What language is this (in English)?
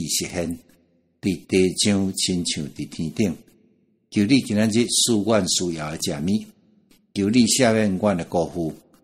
Min Nan Chinese